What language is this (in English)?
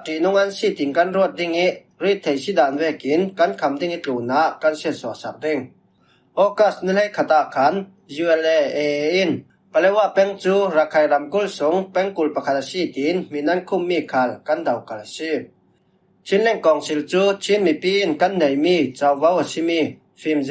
Falam Chin